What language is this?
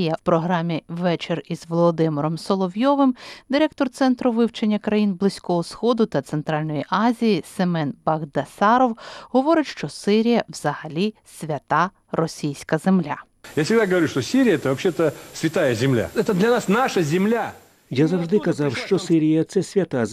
Ukrainian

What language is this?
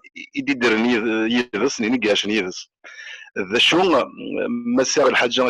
Kabyle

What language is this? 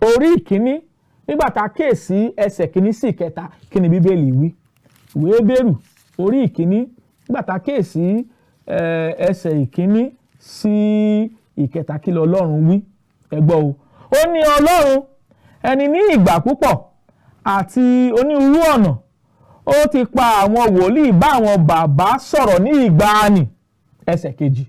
Yoruba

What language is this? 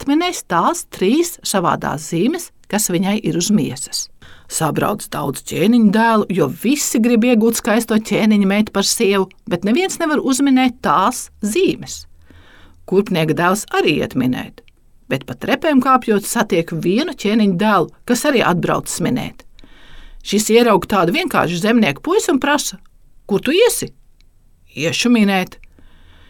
Latvian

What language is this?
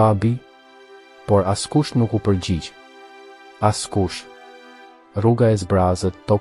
Albanian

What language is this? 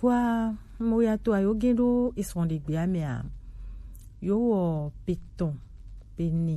Gen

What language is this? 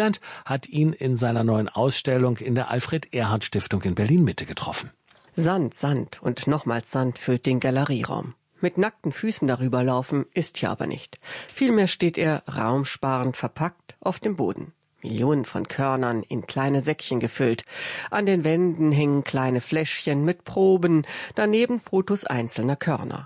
German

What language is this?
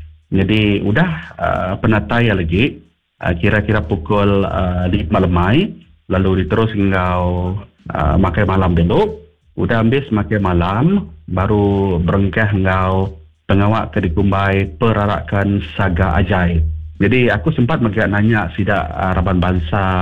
Iban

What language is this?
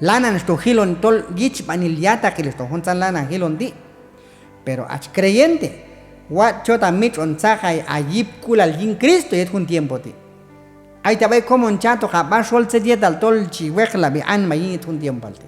Q'anjob'al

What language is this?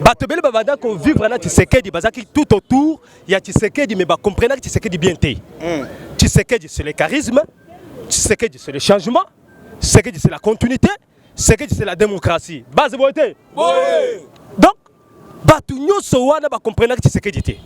Lingala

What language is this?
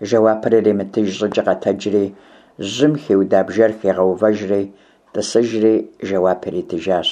Kabardian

